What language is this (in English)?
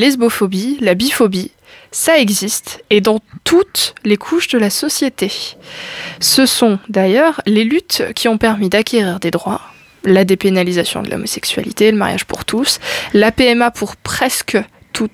French